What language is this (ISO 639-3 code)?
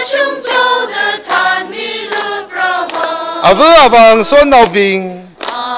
nmf